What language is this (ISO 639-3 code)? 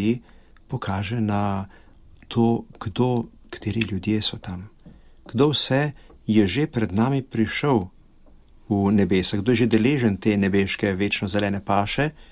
slv